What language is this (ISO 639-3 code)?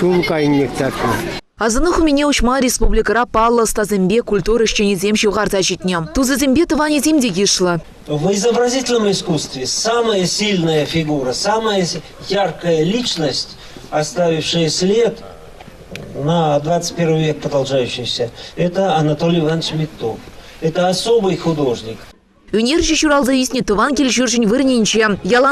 chv